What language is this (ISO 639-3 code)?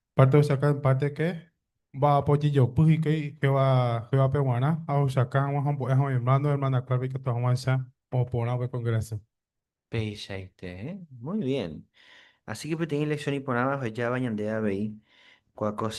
grn